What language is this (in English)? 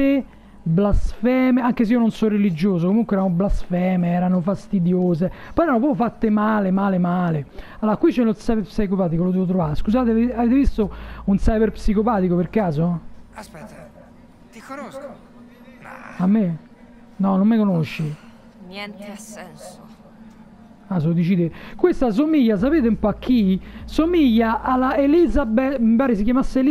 Italian